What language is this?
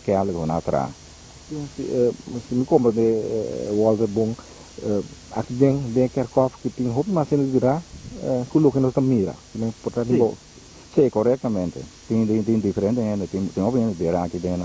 Papiamento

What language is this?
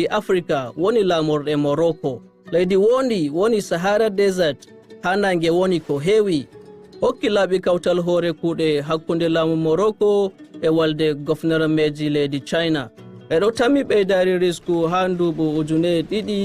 Nigerian Fulfulde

